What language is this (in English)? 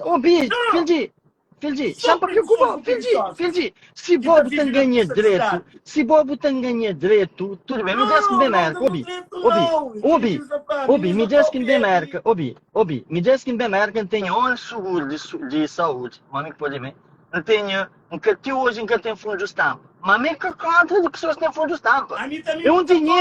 Kabuverdianu